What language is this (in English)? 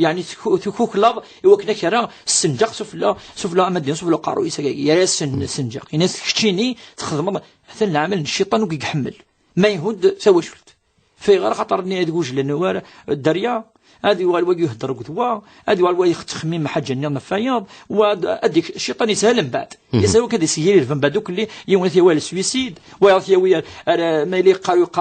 Kabyle